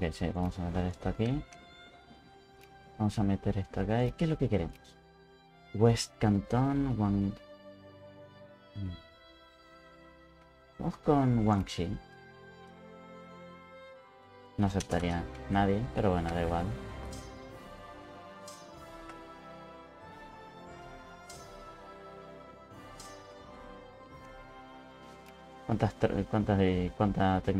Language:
Spanish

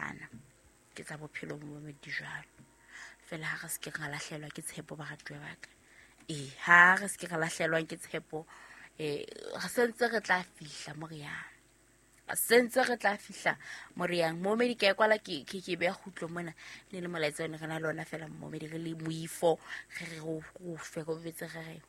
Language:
Southern Sotho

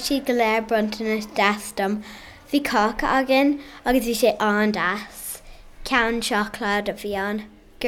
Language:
Irish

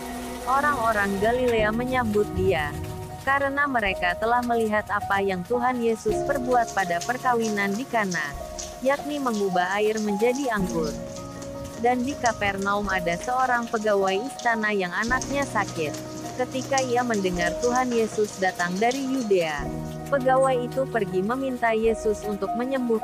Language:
Indonesian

